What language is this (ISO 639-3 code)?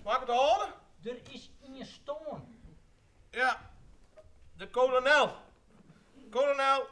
fry